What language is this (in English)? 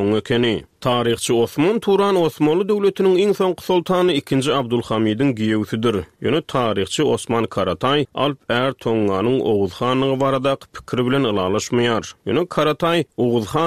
Turkmen